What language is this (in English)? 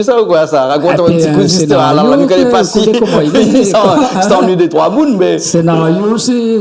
Réunion Creole French